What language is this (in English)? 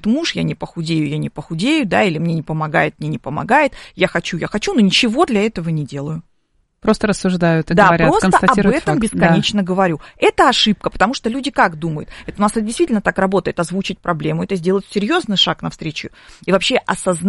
Russian